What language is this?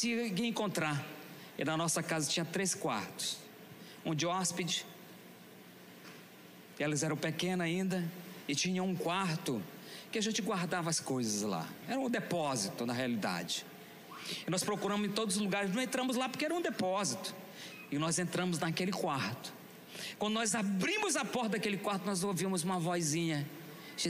Portuguese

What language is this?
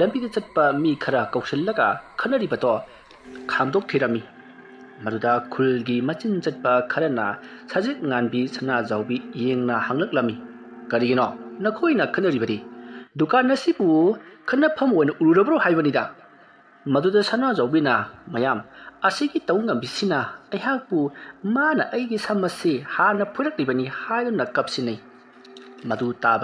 Manipuri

